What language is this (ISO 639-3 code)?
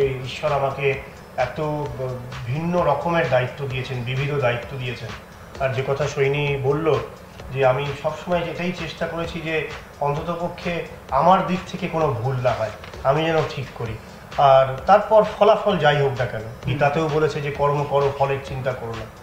ben